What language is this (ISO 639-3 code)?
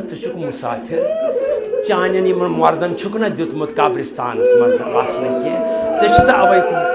kas